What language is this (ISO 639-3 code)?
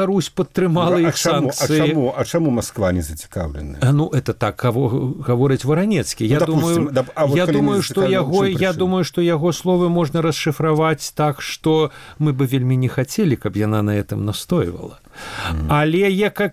bel